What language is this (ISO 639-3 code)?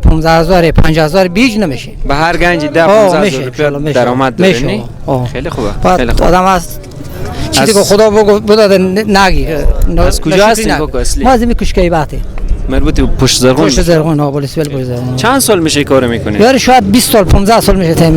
fas